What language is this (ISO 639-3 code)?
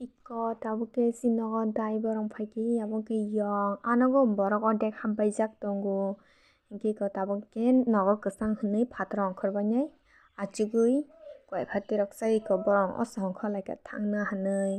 trp